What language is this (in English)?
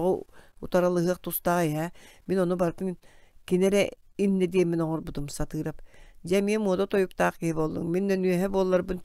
Yakut